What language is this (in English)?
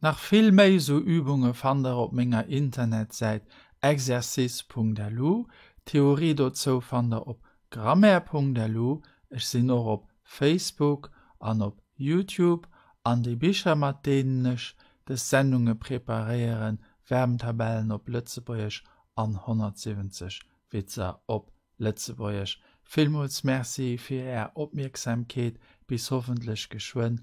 Luxembourgish